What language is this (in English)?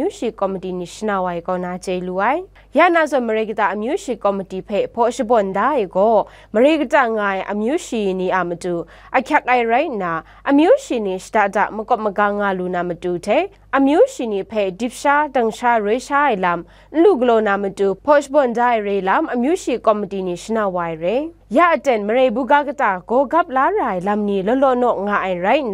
Kachin